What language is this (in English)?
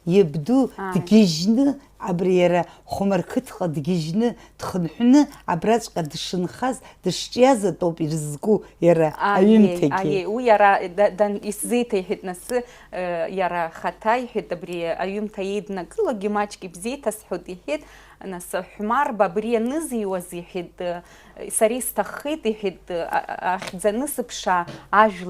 Abkhazian